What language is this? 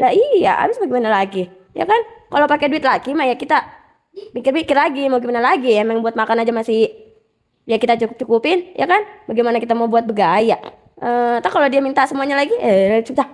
Betawi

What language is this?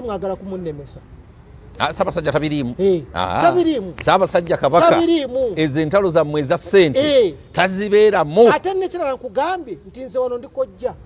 Ganda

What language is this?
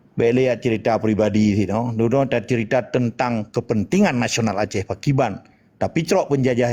Achinese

